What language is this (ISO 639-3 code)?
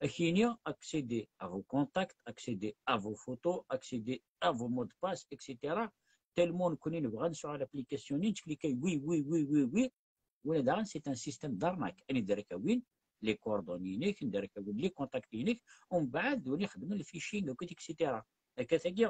kab